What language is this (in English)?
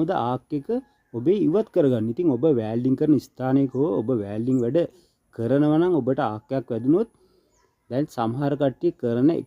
Sinhala